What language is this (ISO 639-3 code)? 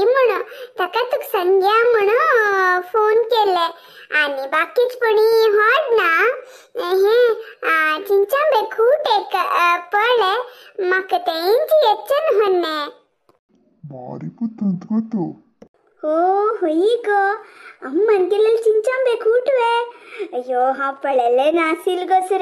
kok